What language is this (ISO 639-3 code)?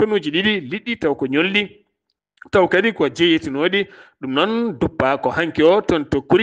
ful